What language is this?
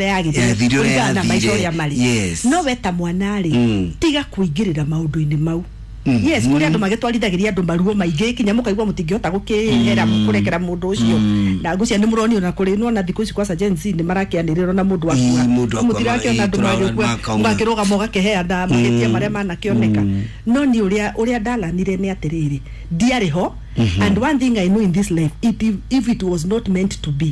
Kikuyu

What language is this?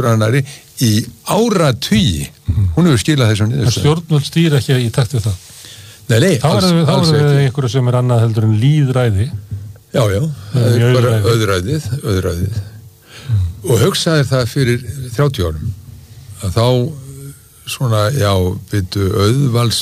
Icelandic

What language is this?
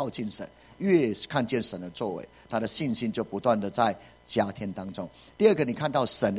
Chinese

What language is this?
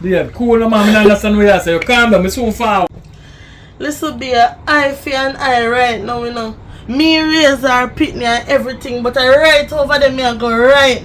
Jamaican Creole English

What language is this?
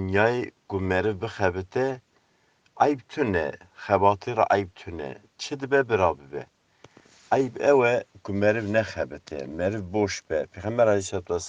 Kurdish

